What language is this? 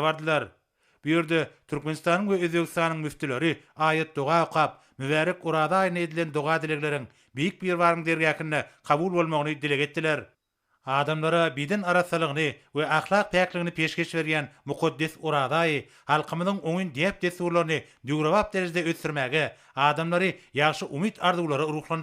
Turkmen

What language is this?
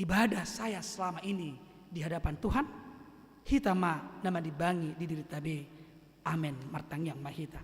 Batak Toba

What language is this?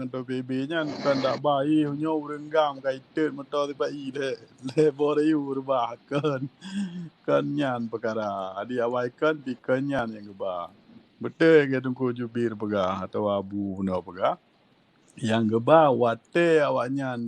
Achinese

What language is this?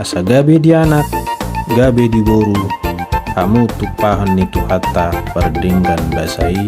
Batak Toba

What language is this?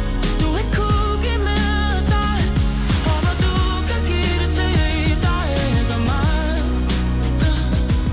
Danish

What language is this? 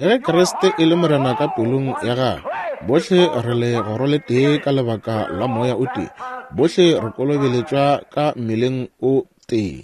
Northern Sotho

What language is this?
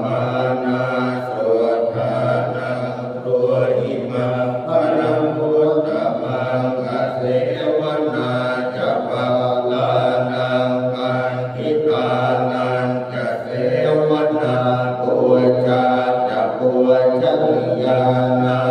Pali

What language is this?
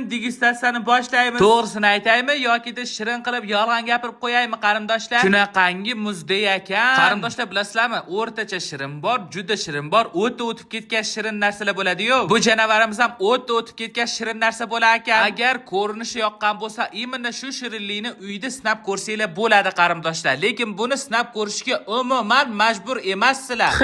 Uzbek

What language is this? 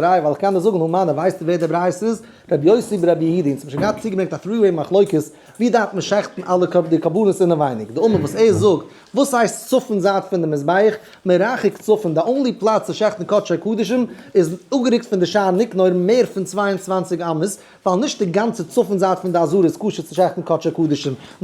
Yiddish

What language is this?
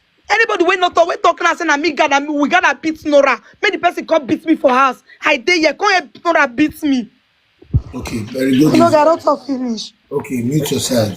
Nigerian Pidgin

